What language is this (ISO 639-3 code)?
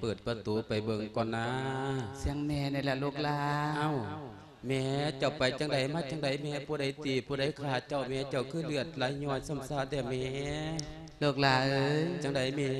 lao